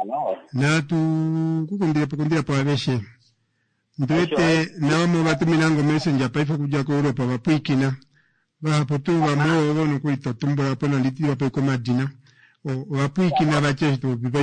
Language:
Kuanyama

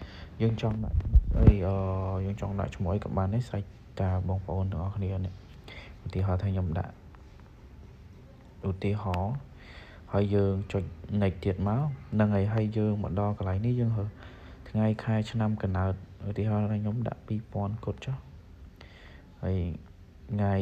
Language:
Khmer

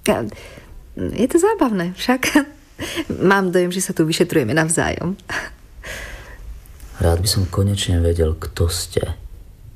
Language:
Slovak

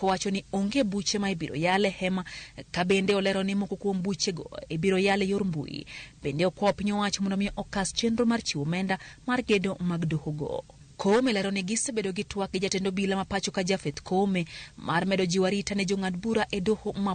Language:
Luo (Kenya and Tanzania)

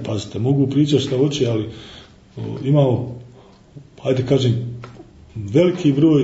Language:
Bosnian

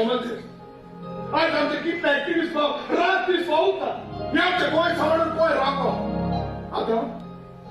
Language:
Konkani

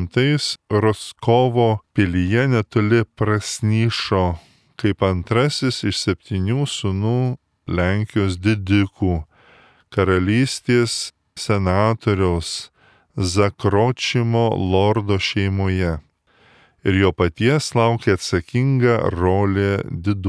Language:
Lithuanian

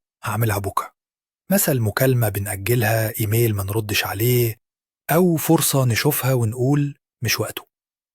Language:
Egyptian Arabic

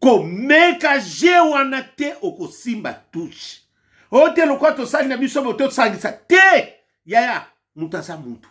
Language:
Lingala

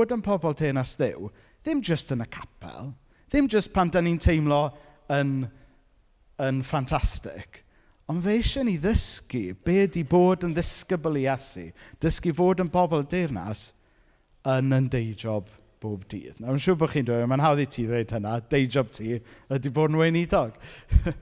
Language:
Welsh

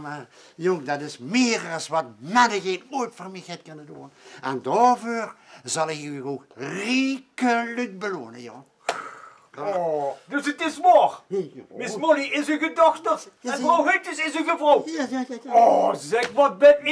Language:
Limburgish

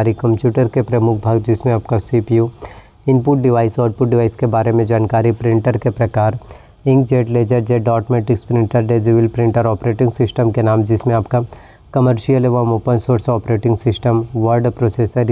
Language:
Hindi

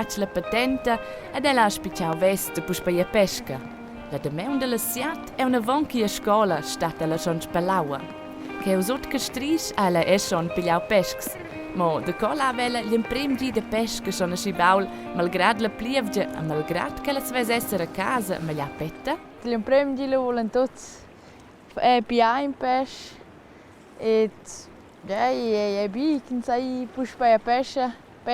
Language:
Romansh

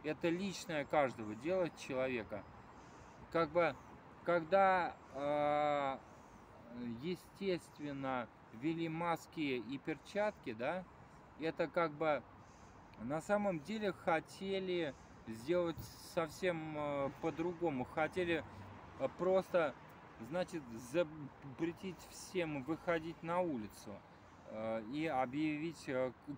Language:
Russian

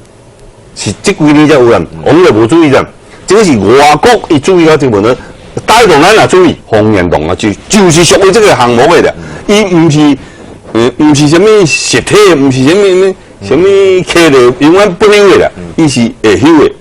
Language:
Min Nan Chinese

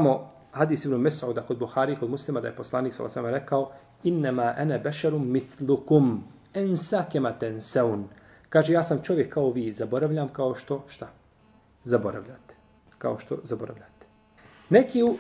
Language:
Bosnian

